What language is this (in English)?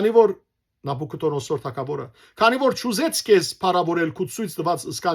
Western Armenian